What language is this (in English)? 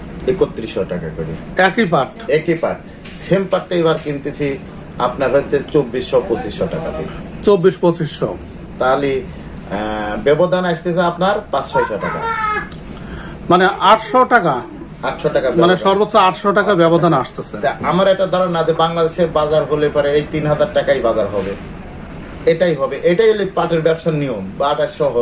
Bangla